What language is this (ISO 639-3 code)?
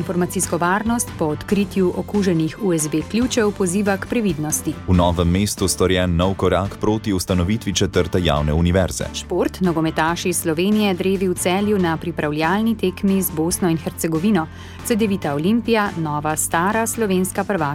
slv